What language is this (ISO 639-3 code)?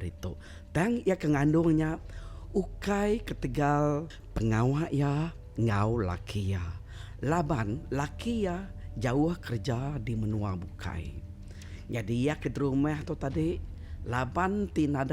iba